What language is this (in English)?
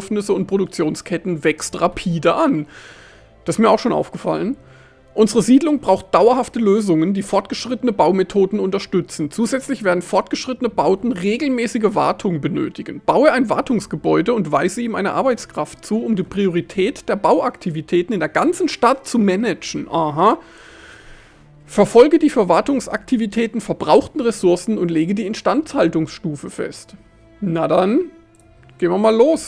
German